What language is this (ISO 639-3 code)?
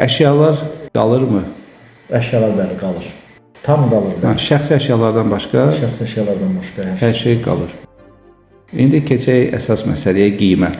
aze